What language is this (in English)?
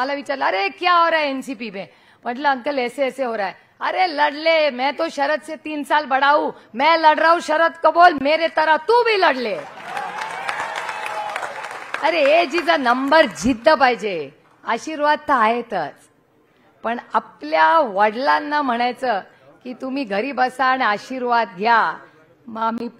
Marathi